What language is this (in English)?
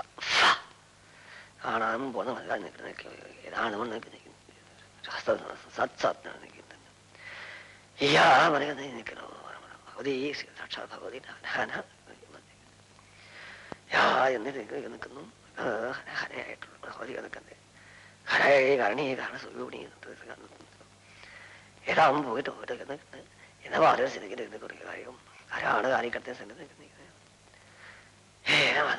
Malayalam